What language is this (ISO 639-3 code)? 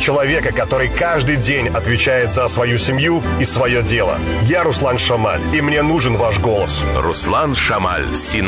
rus